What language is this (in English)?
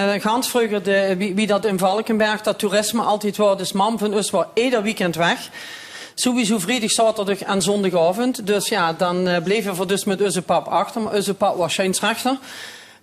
Limburgish